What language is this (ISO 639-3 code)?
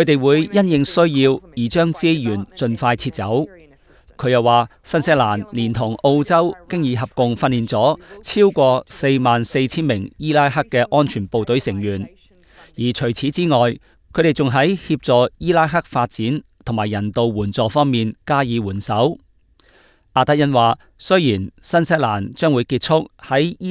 yue